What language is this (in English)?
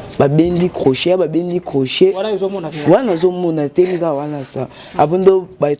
Lingala